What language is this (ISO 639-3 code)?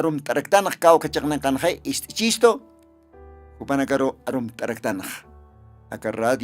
aym